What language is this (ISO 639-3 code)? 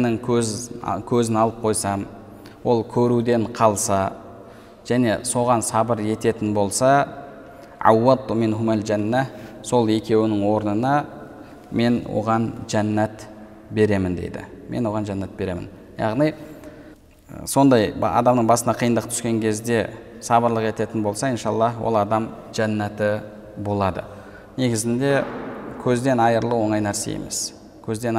kaz